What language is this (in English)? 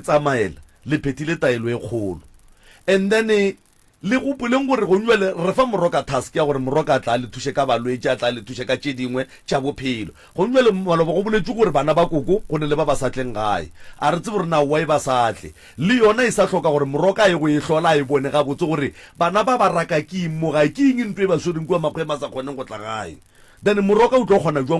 Northern Sotho